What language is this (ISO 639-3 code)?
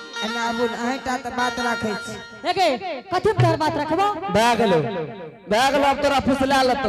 anp